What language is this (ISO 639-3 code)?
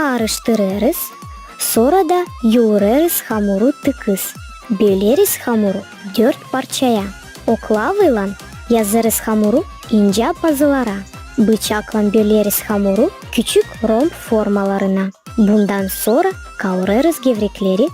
gag